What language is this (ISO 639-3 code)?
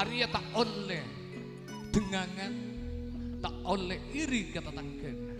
mad